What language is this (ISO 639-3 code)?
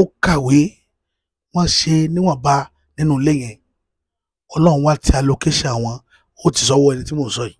yor